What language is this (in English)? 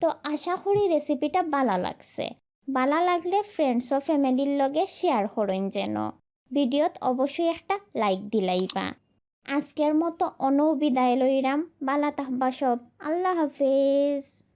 Sylheti